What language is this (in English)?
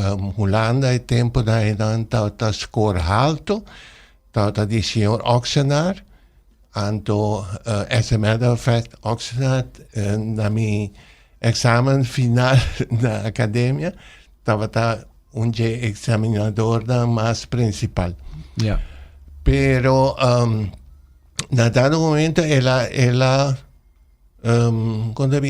Papiamento